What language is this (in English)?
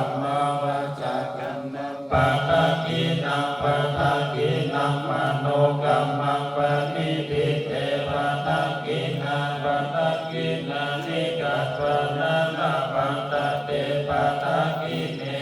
Pali